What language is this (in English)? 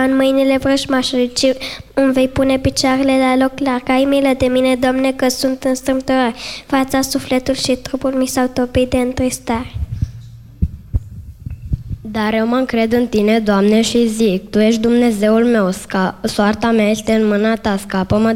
Romanian